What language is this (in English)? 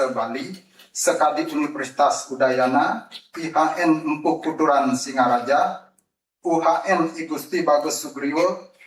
Balinese